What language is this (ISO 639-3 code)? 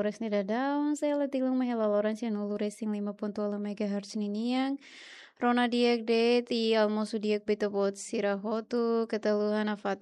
tet